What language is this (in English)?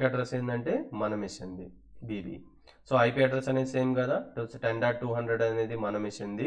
Telugu